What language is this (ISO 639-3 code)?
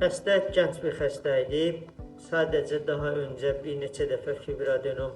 aze